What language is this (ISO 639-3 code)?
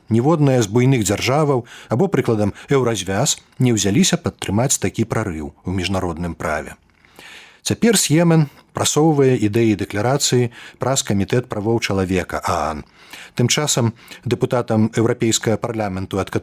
bel